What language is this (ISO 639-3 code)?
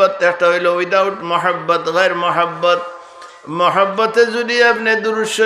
syl